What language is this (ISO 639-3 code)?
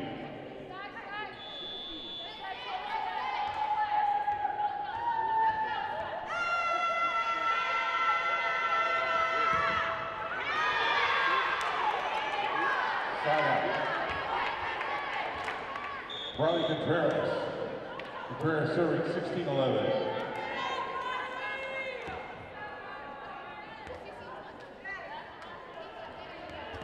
eng